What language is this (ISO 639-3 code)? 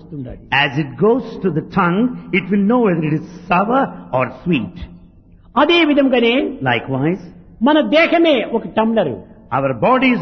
tel